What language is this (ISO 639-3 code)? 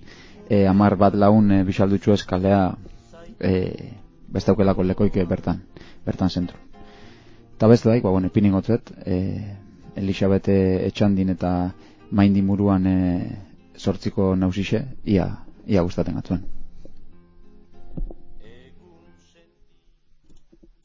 eus